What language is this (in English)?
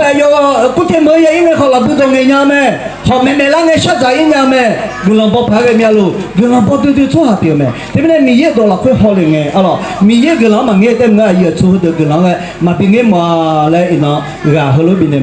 Akha